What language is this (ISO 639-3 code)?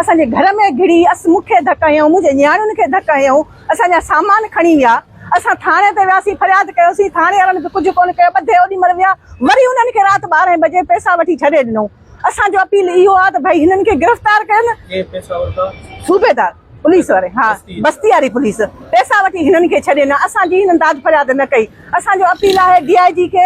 snd